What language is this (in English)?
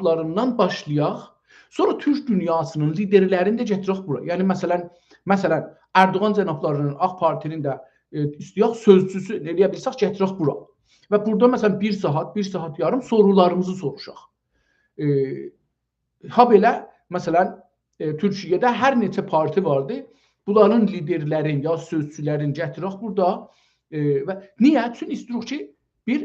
South Azerbaijani